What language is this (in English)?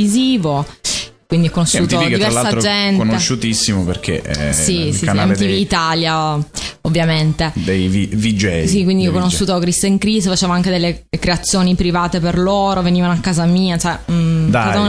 Italian